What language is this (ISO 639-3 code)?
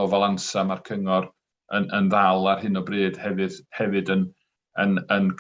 cym